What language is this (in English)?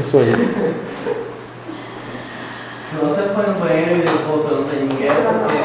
Portuguese